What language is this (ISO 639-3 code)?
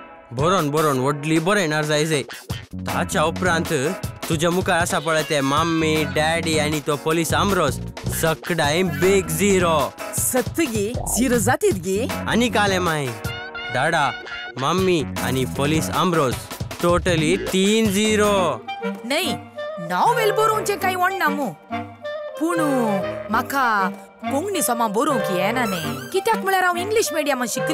kok